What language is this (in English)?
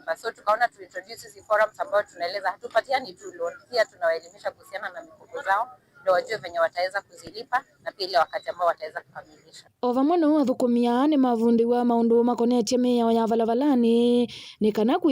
Kamba